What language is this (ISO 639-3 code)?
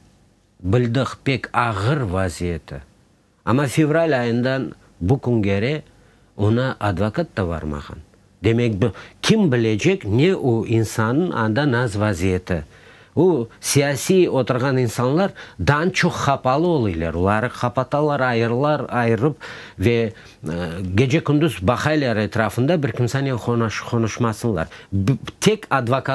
crh